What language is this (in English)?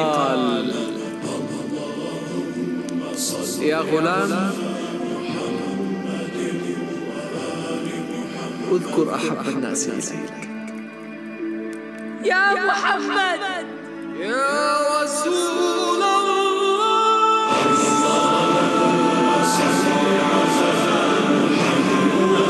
Arabic